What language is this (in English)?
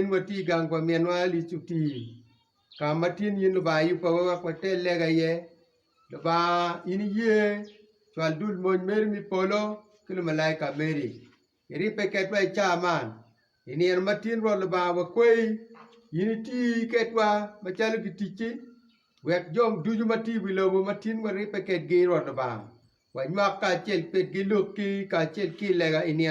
Acoli